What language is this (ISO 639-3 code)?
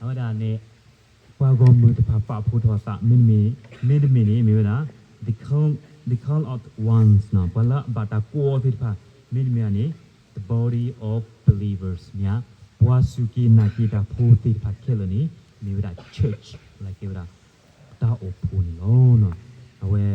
ksw